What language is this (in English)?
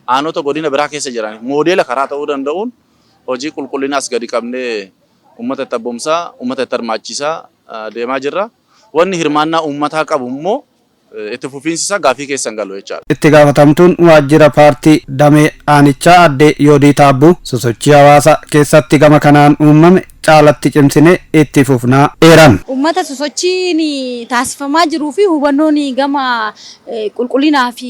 Oromo